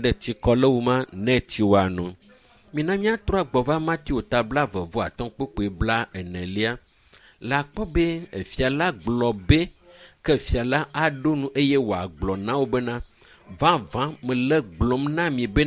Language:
Ewe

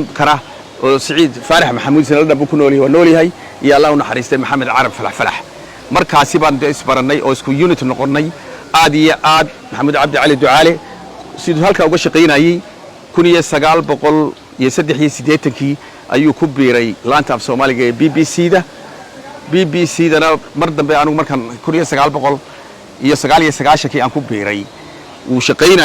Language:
Somali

